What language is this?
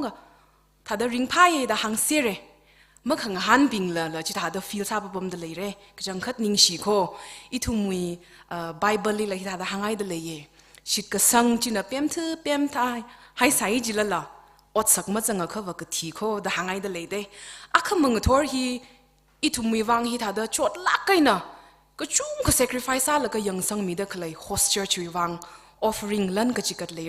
Tangkhul Naga (India)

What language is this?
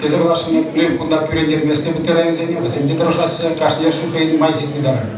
Chuvash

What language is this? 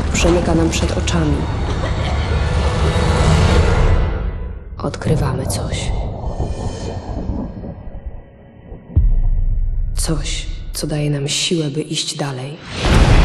Polish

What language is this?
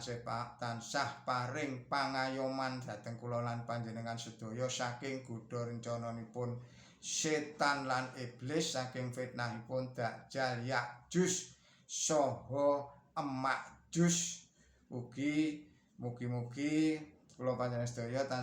Javanese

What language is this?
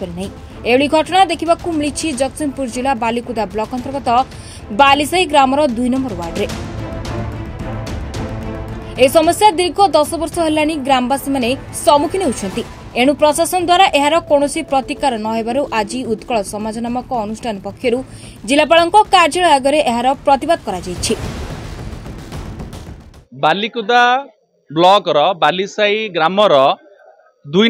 Odia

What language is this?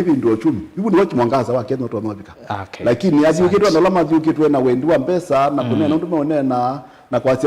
Kamba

